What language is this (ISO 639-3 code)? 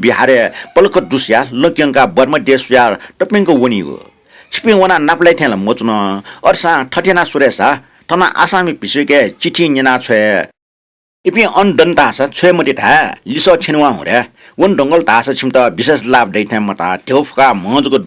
new